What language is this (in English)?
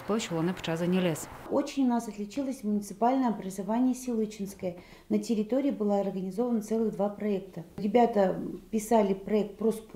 Udmurt